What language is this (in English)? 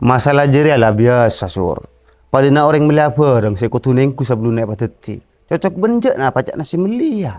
Madurese